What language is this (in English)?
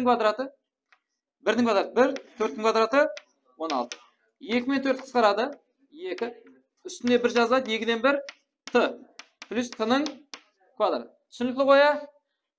Kara-Kalpak